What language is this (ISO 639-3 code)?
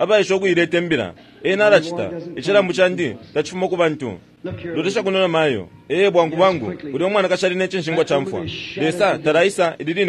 bem